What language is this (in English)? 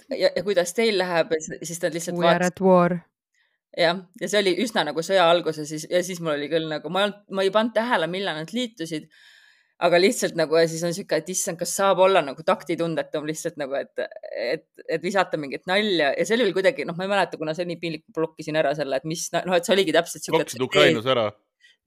Estonian